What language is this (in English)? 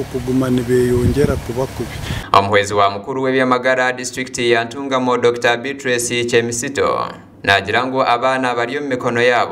Nyankole